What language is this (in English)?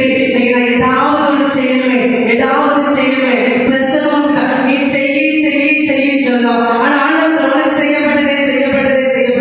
Tamil